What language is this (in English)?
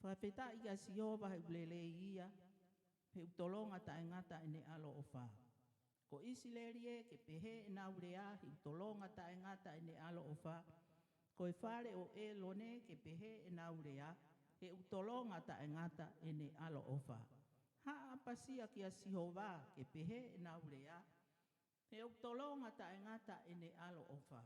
Tongan